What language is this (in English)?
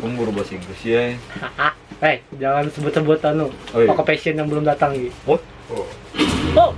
Banjar